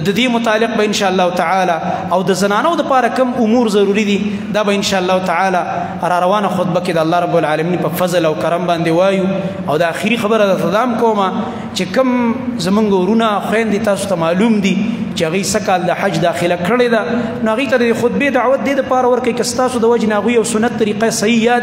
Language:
Pashto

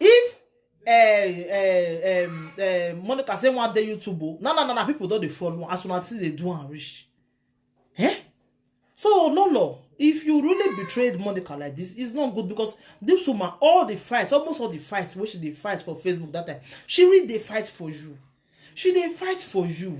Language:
Nigerian Pidgin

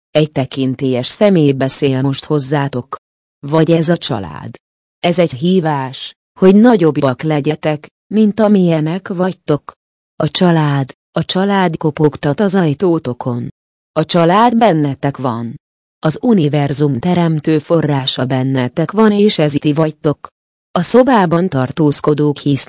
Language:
Hungarian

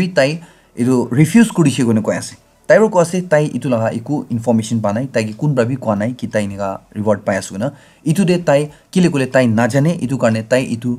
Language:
Naga Pidgin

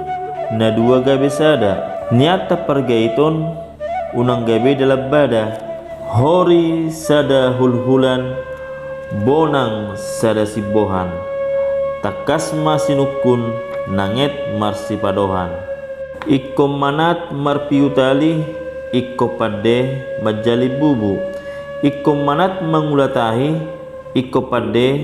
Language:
Batak Toba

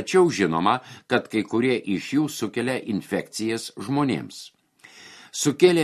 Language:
Lithuanian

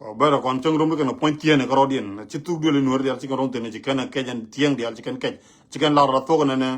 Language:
Nuer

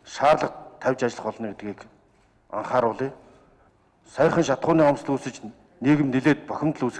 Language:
Mongolian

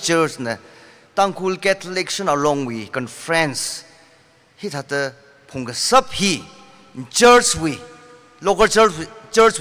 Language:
Tangkhul Naga (India)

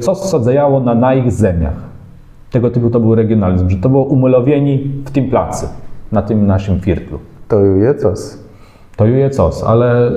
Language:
Kashubian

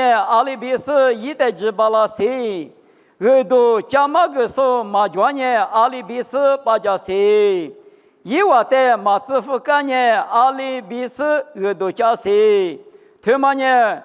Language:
Lisu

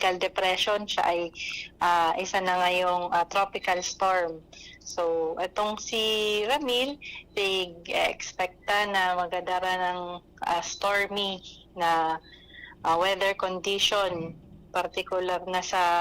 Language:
Bikol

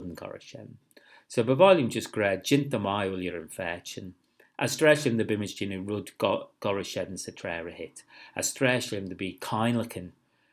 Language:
Manx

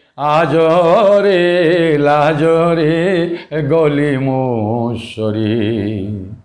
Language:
Odia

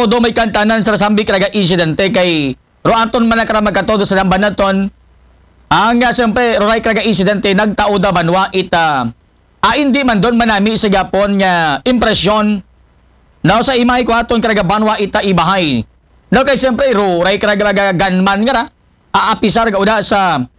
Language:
Aklanon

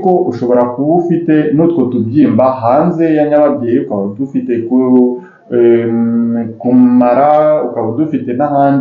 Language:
Kinyarwanda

